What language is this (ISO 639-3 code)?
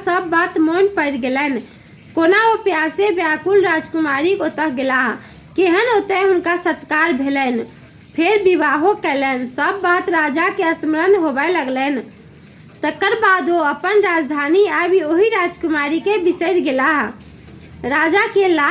mai